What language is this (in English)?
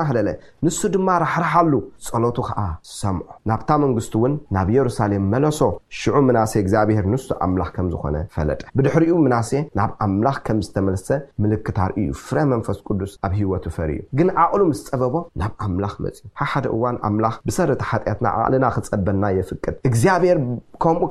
Tigrinya